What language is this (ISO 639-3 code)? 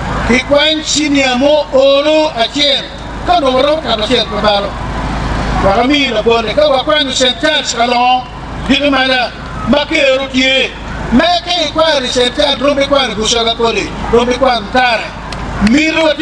ach